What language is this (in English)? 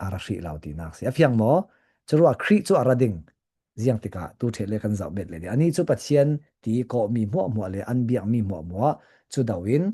Falam Chin